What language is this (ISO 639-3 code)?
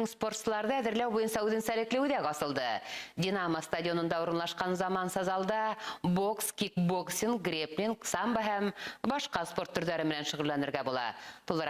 bak